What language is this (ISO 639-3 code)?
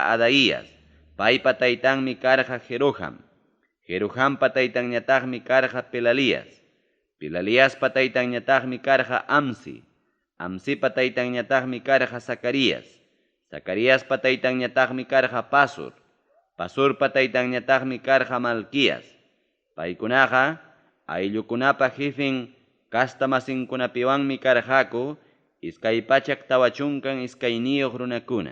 quy